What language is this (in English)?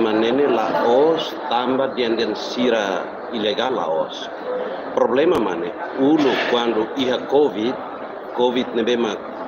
Tetum